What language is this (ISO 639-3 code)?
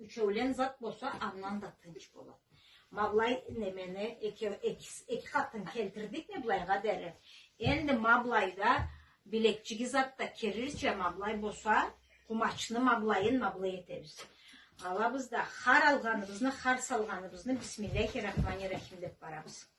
krc